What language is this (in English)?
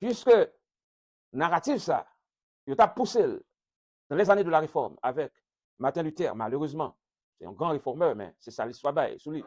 Haitian Creole